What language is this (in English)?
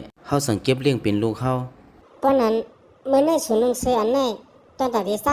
Shan